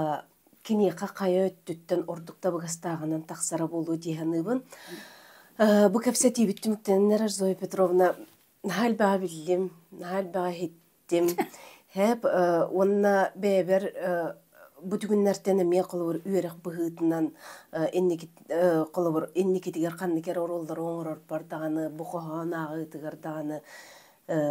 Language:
Yakut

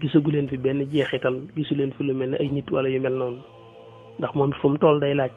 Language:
Wolof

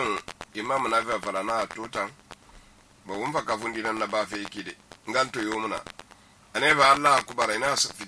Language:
Susu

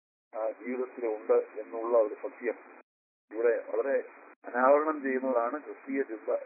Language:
Malayalam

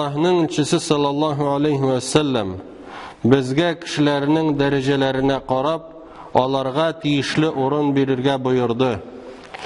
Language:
Tatar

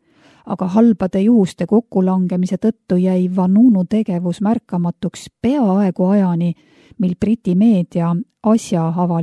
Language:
Estonian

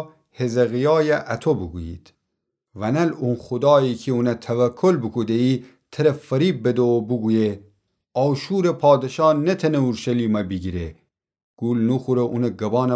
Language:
Gilaki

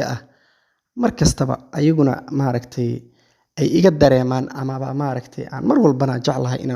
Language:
Somali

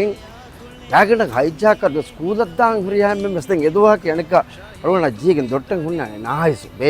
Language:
Divehi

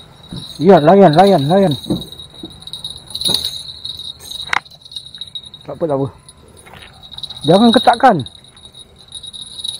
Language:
Malay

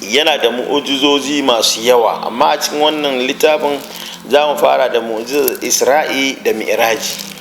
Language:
Hausa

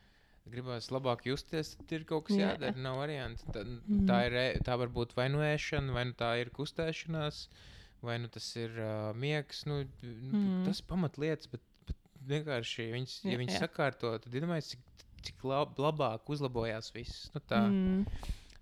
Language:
Latvian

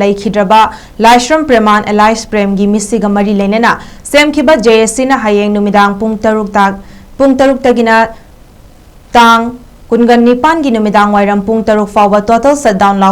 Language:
Manipuri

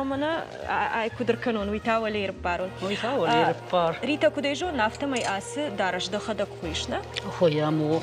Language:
Ossetic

